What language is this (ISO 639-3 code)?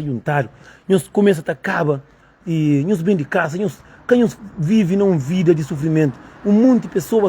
kea